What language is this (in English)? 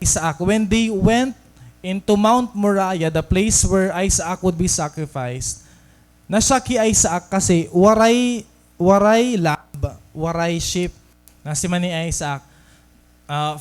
Waray